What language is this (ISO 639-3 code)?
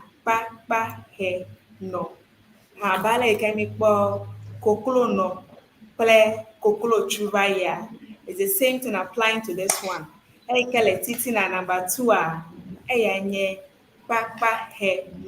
ewe